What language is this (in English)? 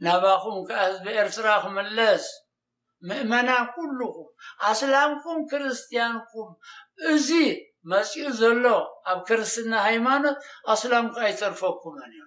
Tigrinya